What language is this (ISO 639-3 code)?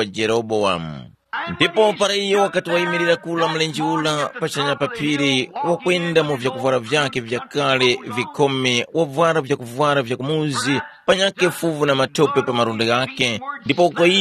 tum